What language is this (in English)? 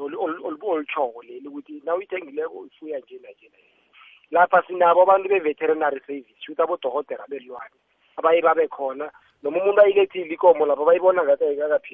South Ndebele